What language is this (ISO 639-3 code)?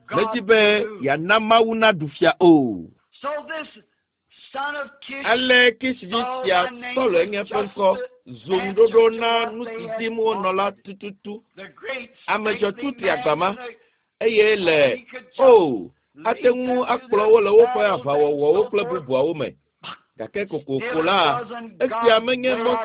ewe